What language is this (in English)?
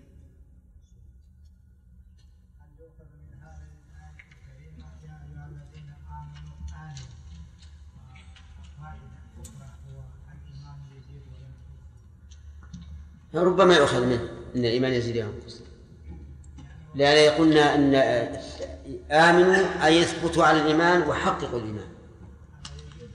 Arabic